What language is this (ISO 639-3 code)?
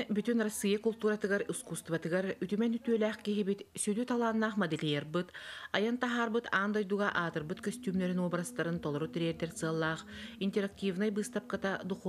sah